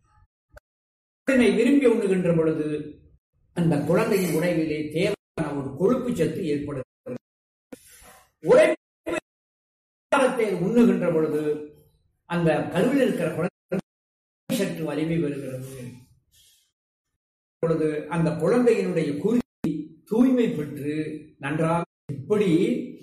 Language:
Tamil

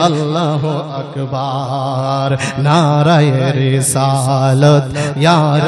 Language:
Bangla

